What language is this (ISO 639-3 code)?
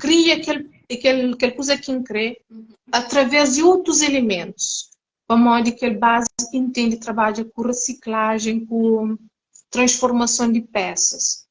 kea